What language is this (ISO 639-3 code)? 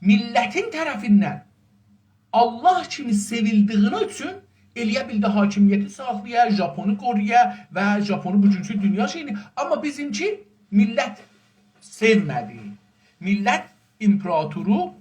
azb